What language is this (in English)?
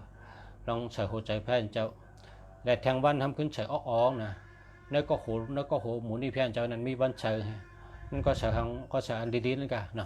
Shan